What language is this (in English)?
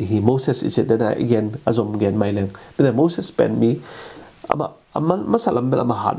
Tedim Chin